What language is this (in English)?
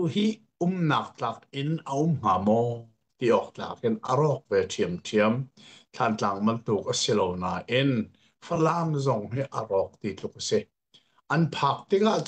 Hakha Chin